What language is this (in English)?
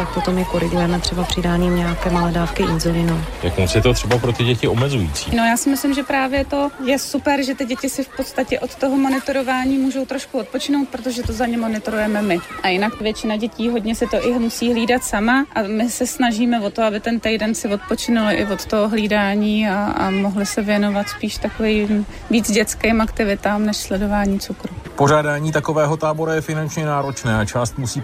Czech